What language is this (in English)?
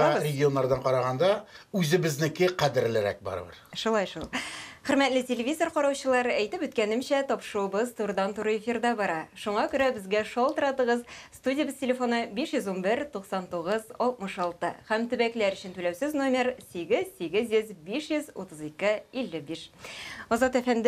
Tatar